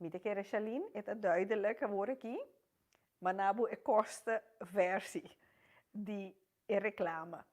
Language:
Papiamento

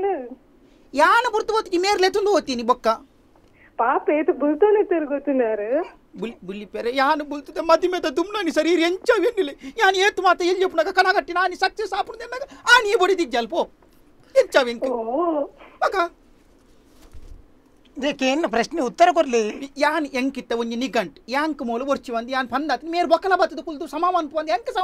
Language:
Tulu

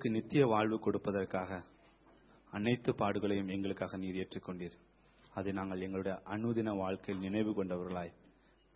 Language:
Tamil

